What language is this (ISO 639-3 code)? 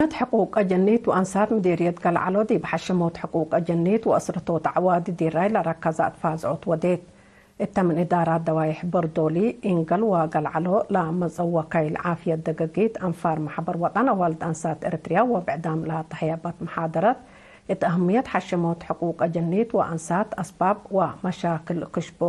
tig